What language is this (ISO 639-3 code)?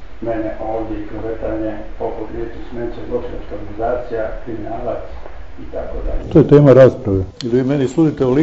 hrv